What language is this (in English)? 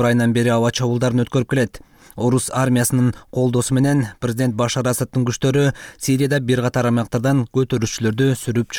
Kyrgyz